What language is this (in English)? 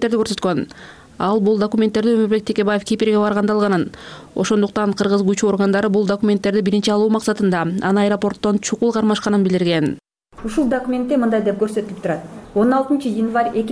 Kyrgyz